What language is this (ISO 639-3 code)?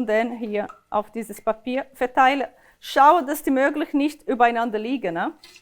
gsw